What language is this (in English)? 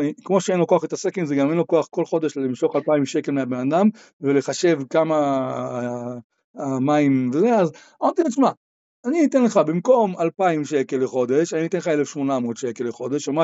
Hebrew